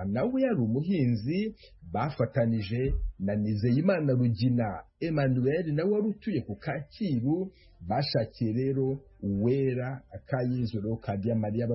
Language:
Kinyarwanda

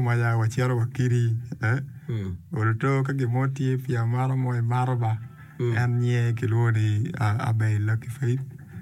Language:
Acoli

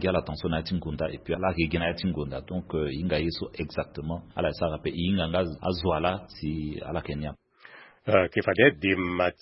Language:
Sango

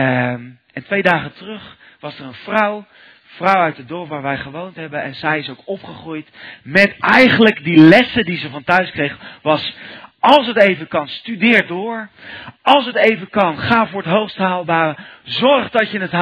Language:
Dutch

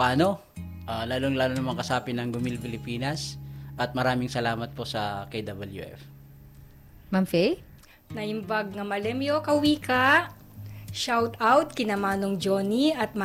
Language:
Filipino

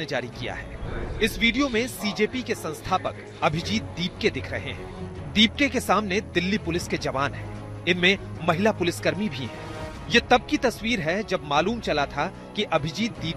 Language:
Hindi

